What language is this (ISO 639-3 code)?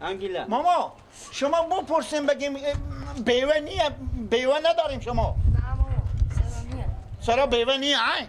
fas